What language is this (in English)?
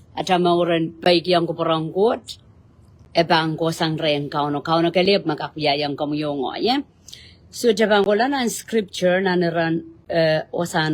Pohnpeian